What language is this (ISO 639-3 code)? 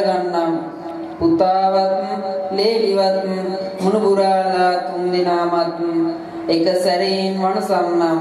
sin